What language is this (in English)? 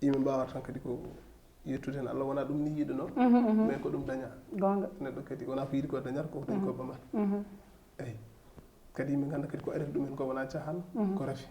Fula